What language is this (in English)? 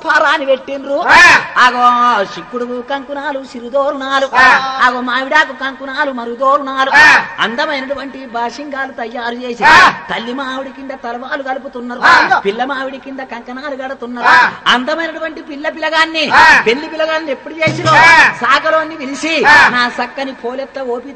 Telugu